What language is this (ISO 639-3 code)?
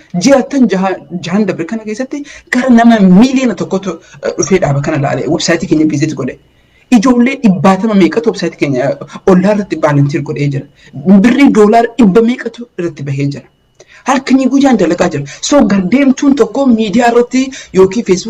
orm